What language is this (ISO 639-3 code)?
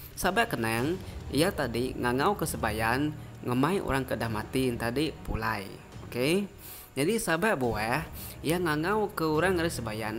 iba